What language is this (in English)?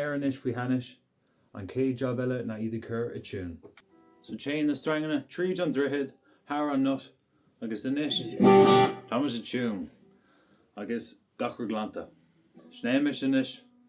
Irish